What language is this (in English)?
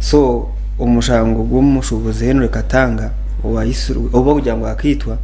Nyankole